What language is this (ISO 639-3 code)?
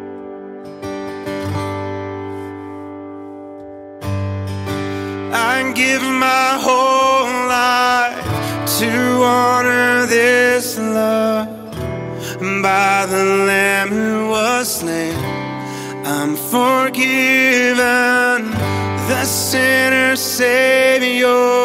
eng